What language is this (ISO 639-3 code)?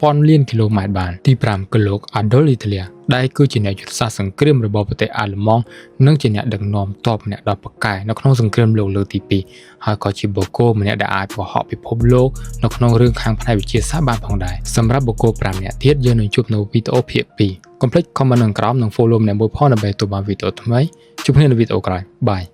khm